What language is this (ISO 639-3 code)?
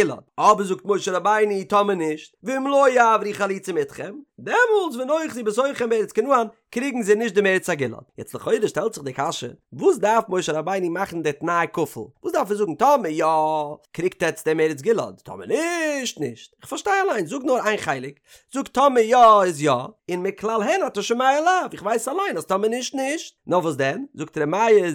yid